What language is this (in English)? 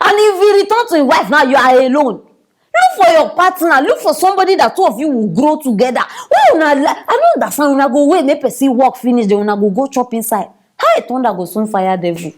Nigerian Pidgin